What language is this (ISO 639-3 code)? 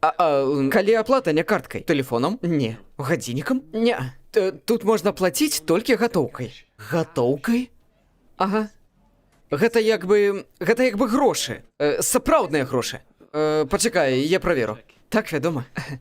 bel